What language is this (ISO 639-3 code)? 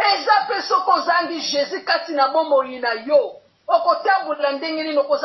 lin